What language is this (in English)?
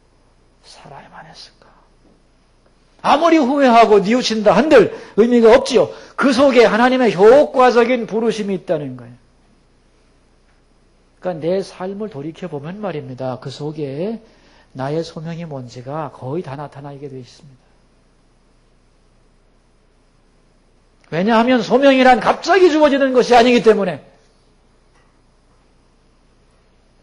Korean